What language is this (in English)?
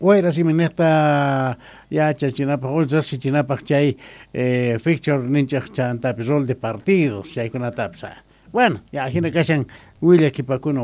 South Bolivian Quechua